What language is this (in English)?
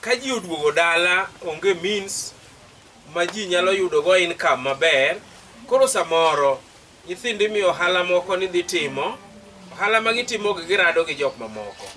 Luo (Kenya and Tanzania)